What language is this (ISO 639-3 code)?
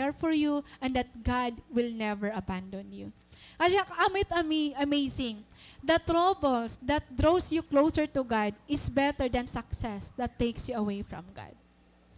war